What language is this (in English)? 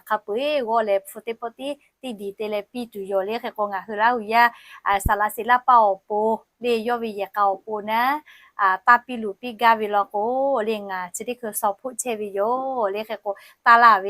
Lahu